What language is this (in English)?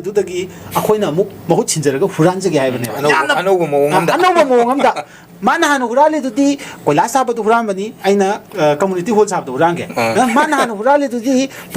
Manipuri